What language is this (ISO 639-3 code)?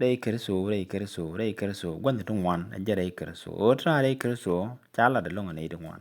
nus